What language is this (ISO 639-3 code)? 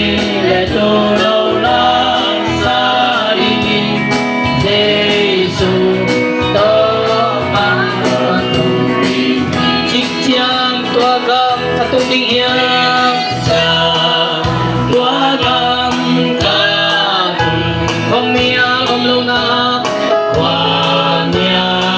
ctd